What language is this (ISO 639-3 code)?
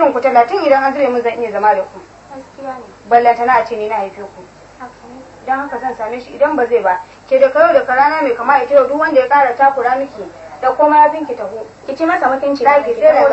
hau